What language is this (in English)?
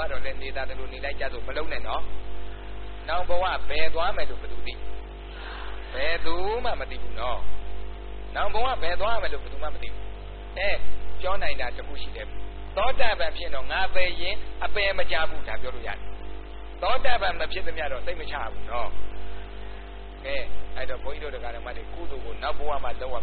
Burmese